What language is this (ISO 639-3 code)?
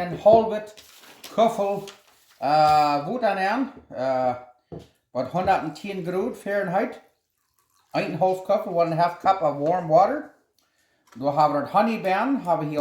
pdt